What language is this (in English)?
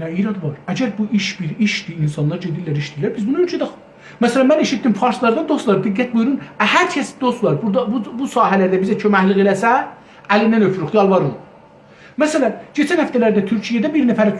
South Azerbaijani